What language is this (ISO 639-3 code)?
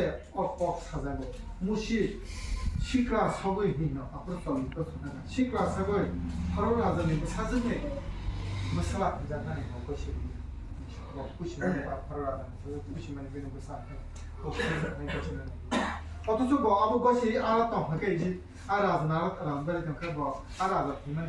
trp